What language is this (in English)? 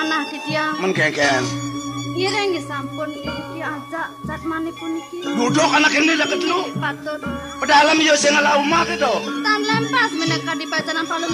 Balinese